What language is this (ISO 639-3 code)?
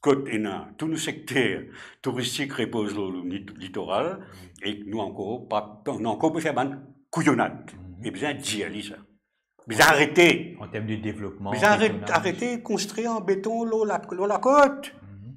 mfe